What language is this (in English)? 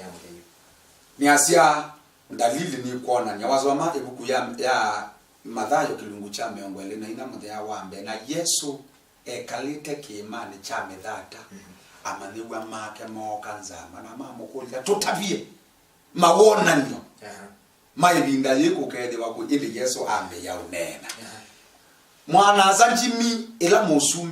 Kamba